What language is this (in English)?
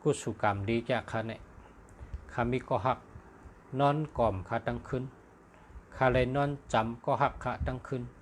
Shan